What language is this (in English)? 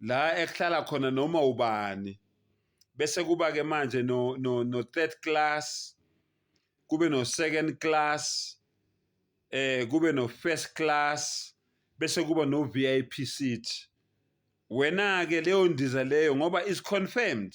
Zulu